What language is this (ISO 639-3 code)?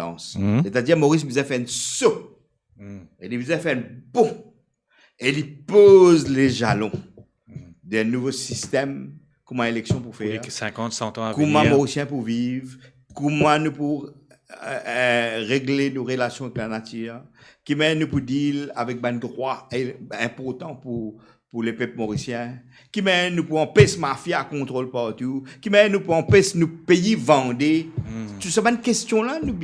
mfe